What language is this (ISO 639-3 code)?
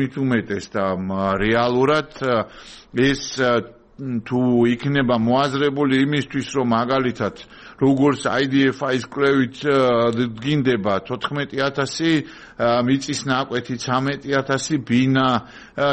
kat